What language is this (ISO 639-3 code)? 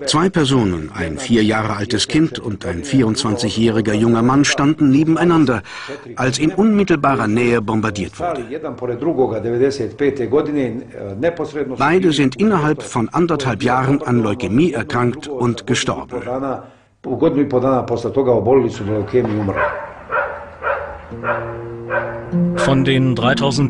deu